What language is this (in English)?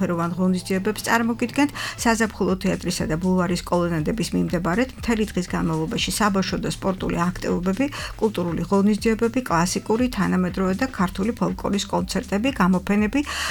Georgian